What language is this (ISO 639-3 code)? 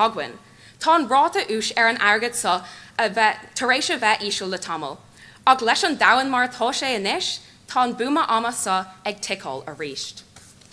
gle